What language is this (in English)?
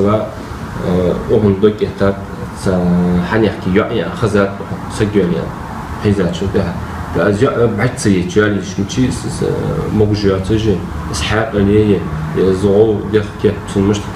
Ingush